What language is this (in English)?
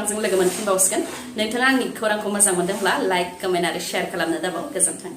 Bodo